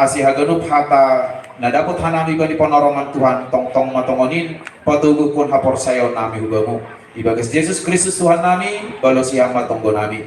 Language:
Batak Simalungun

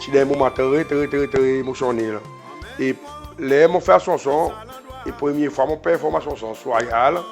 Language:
Seselwa Creole French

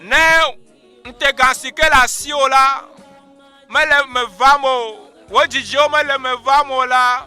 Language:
Ewe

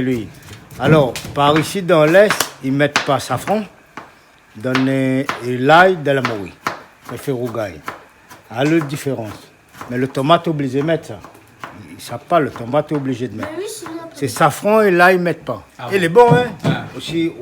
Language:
Réunion Creole French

